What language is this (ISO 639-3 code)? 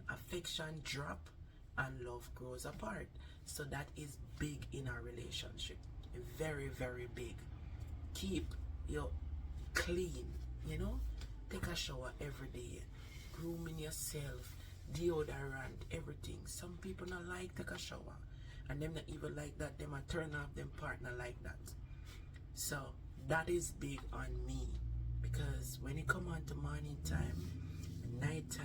jam